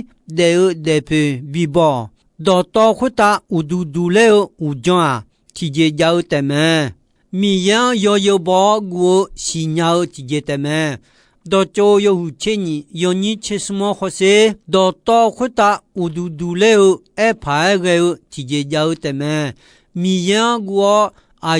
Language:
Akha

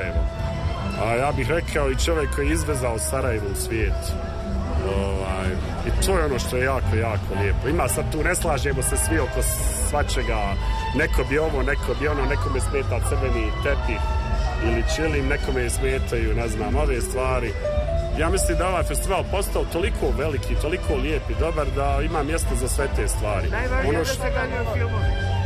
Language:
Serbian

